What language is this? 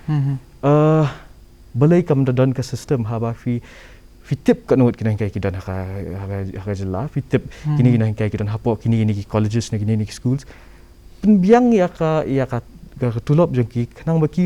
Khasi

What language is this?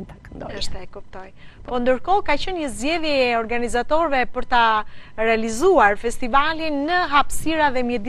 Albanian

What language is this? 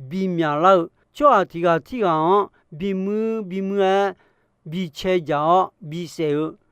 Akha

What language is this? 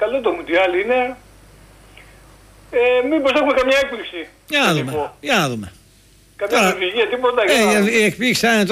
Greek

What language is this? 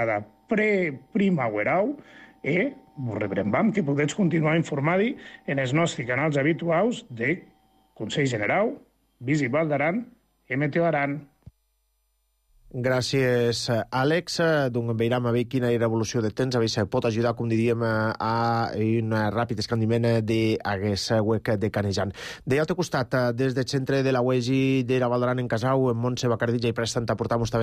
Catalan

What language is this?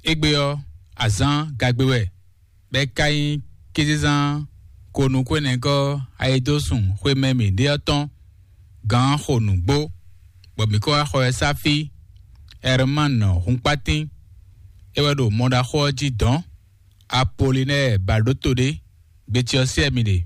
Fon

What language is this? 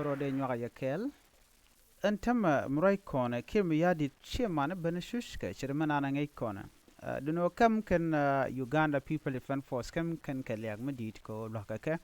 Nuer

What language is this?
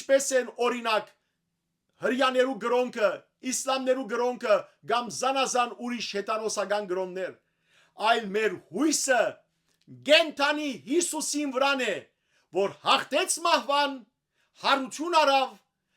Western Armenian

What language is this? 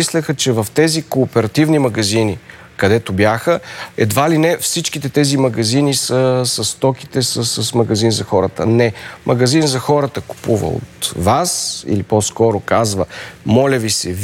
Bulgarian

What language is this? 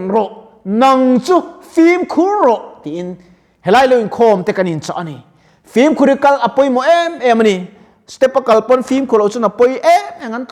Mizo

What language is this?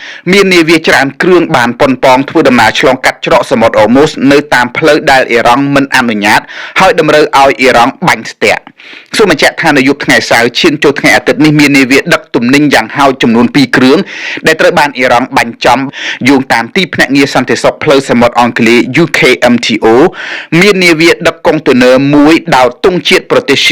Khmer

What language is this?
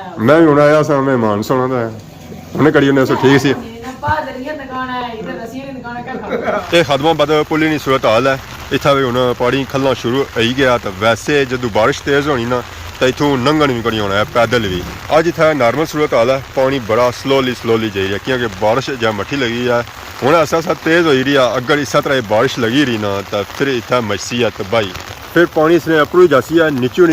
Pahari-Potwari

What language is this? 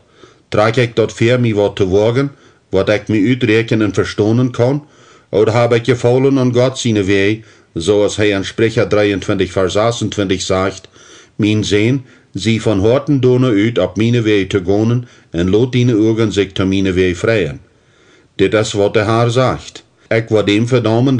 Plautdietsch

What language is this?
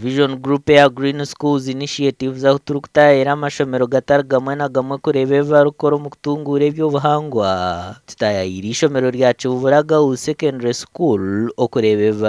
Nyankole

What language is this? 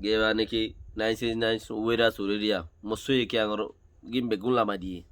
Rohingya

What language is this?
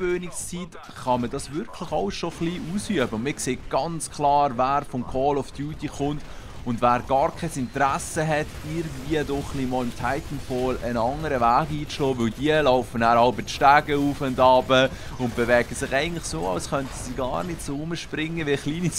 Swiss German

